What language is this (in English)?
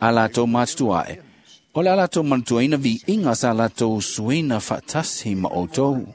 Samoan